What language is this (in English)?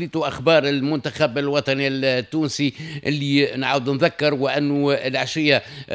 Tunisian Arabic